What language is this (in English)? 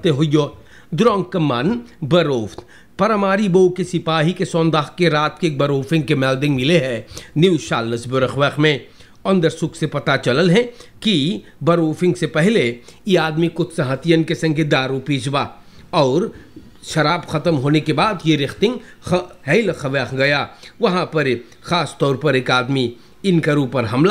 Caribbean Hindustani